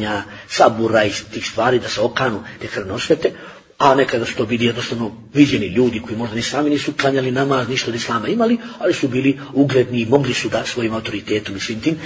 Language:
Bosnian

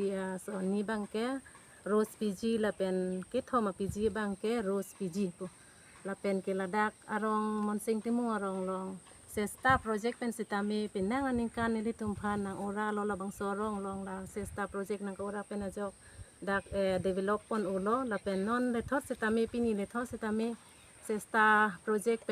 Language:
Karbi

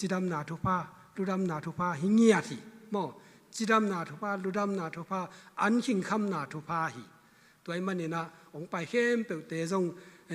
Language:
Tedim Chin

